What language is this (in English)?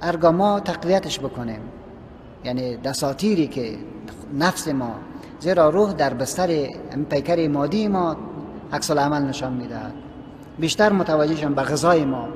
Persian